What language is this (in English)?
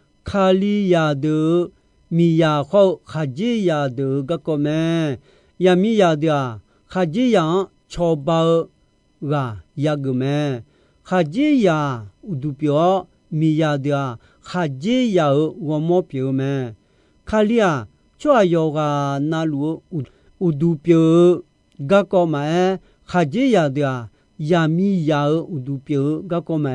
Akha